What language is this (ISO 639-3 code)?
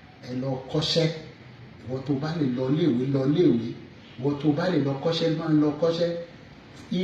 yor